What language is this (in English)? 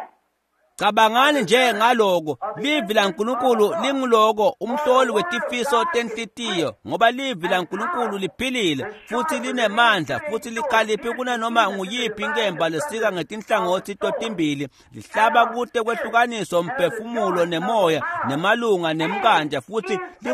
Swati